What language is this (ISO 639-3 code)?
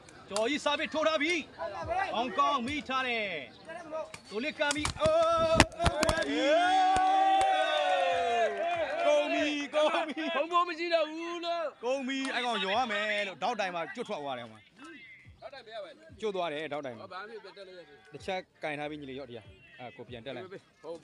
mya